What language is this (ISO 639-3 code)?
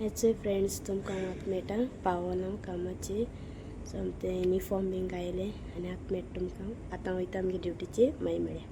kok